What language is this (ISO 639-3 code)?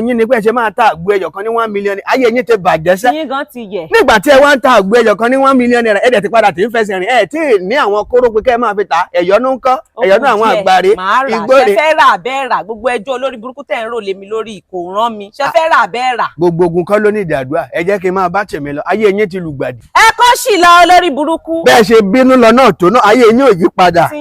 yor